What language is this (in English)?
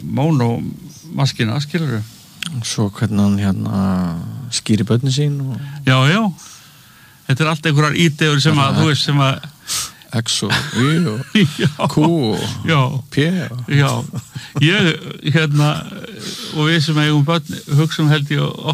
Icelandic